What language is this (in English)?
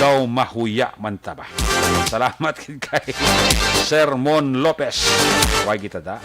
Hiligaynon